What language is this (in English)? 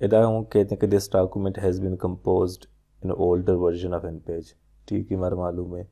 Baluchi